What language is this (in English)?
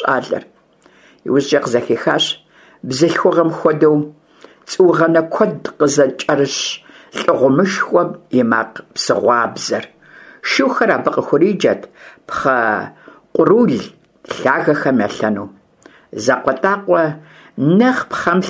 Kabardian